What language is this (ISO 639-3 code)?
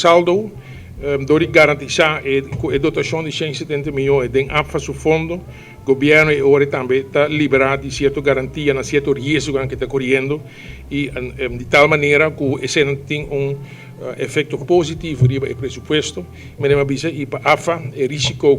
pap